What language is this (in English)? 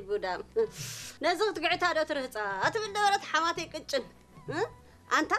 Tigrinya